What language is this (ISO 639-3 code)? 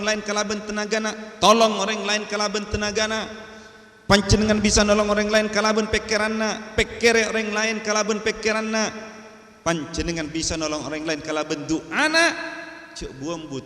mad